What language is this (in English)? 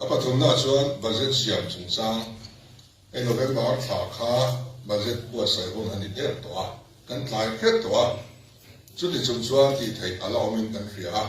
Mizo